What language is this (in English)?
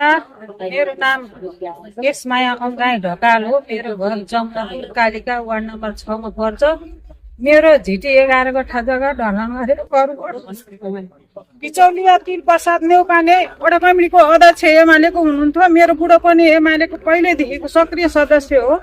Nepali